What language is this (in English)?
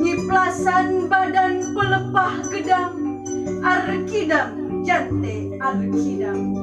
Sundanese